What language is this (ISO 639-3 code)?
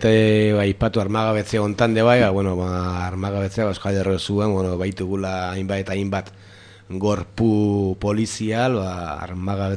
eus